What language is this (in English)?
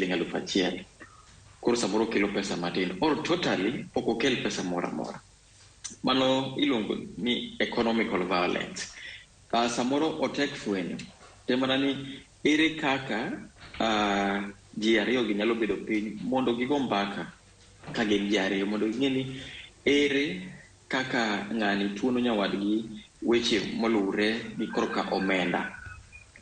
Luo (Kenya and Tanzania)